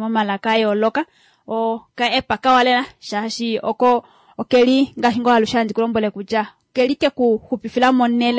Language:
Kuanyama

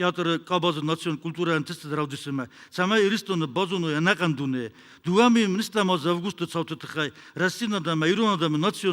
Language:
Ossetic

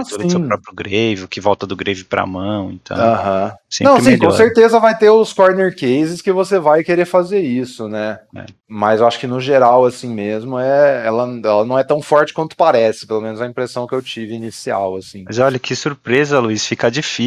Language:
Portuguese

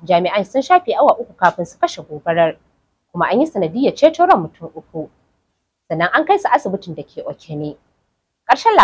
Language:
Hausa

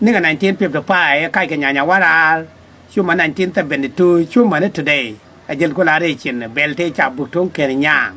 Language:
Nuer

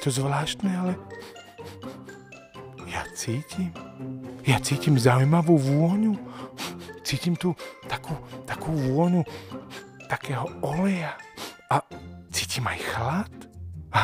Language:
Slovak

